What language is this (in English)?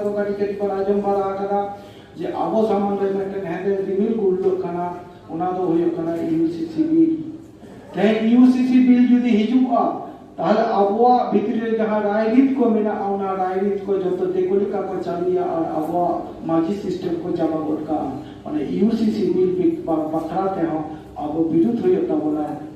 Santali